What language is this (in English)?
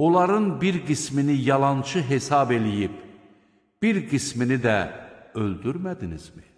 Azerbaijani